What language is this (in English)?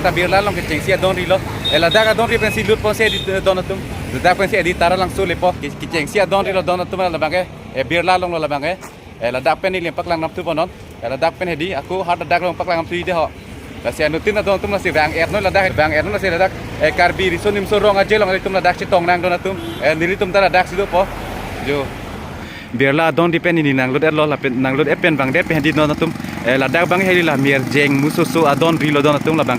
Karbi